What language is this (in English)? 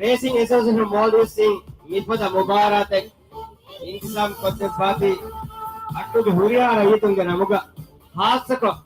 Divehi